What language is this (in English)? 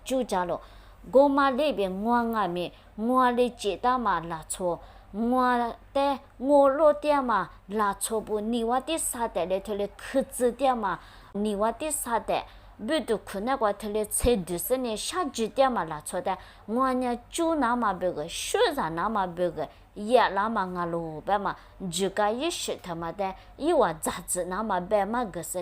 Lisu